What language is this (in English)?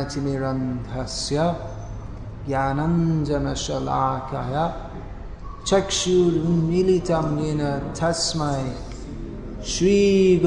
Bangla